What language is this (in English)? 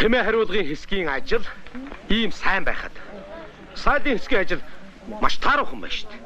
Mongolian